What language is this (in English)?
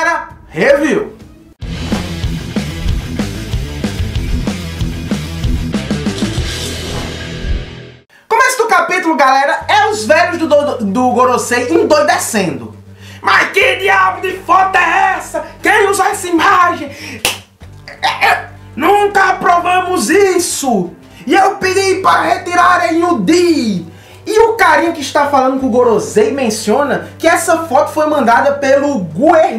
Portuguese